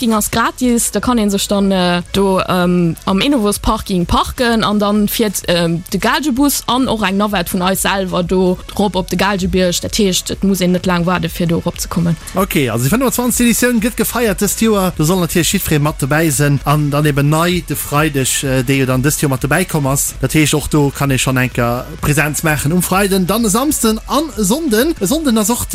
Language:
Luxembourgish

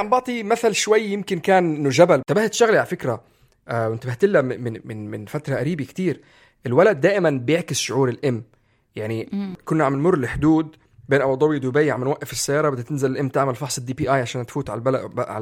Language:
North Levantine Arabic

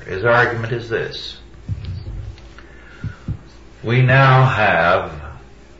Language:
English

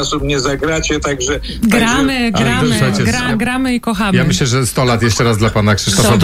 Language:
Polish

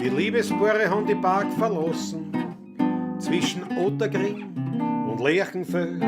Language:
Bavarian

